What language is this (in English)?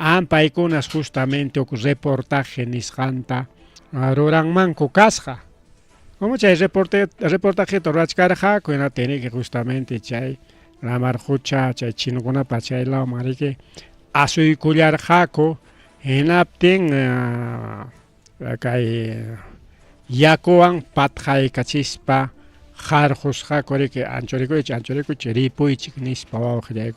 Ayacucho Quechua